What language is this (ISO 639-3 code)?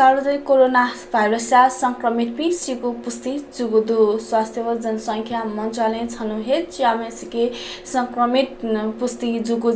new